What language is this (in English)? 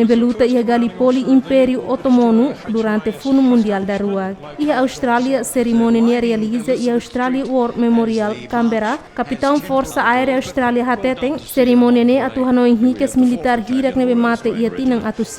Tetum